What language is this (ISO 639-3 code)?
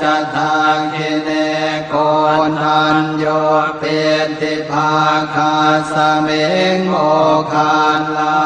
pli